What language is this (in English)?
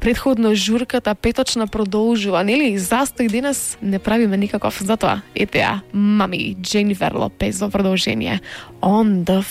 Macedonian